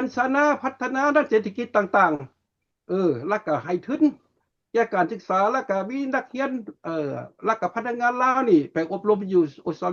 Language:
Lao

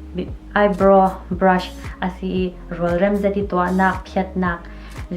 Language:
Falam Chin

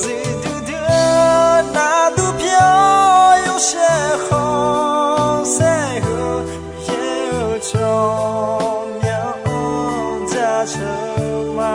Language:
Akha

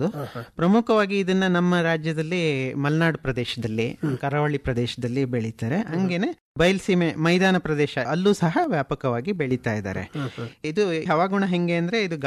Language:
Kannada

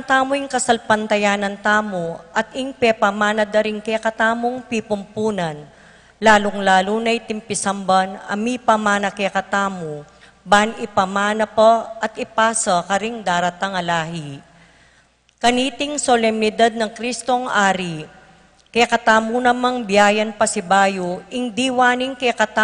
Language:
Pampanga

